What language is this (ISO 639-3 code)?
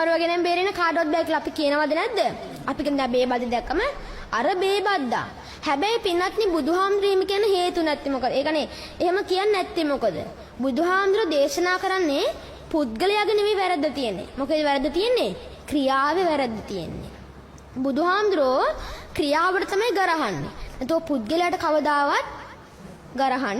sin